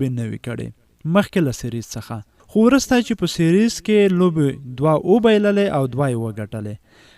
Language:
Pashto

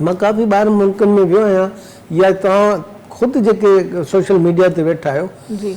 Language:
Sindhi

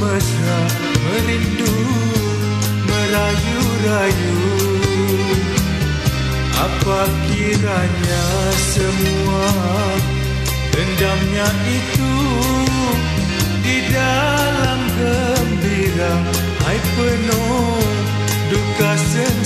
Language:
Malay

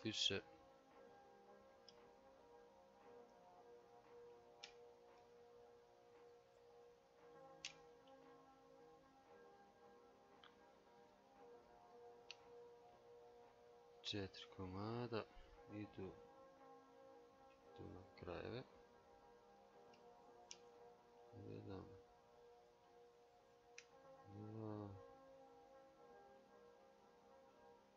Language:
Croatian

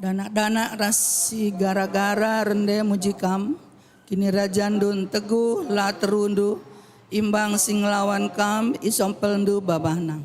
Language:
Batak Karo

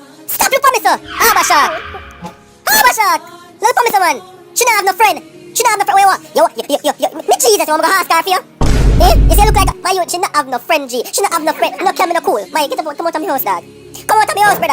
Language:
Jamaican Creole English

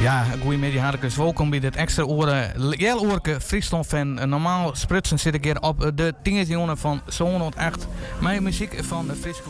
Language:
Western Frisian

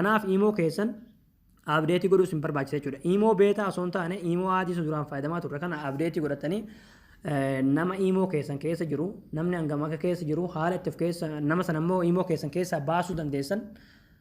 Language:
Oromo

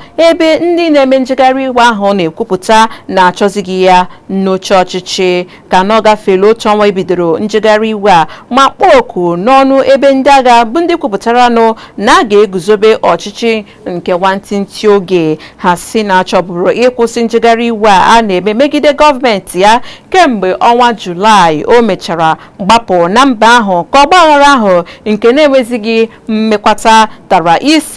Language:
Igbo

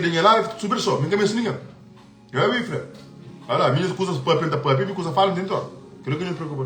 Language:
Kabuverdianu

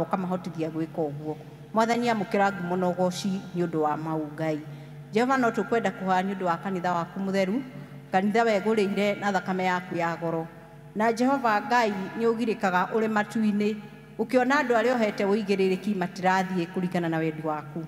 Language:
Kikuyu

